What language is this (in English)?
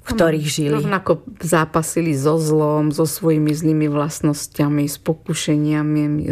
Slovak